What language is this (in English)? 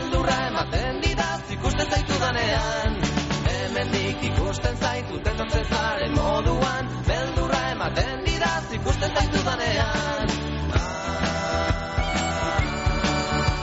Basque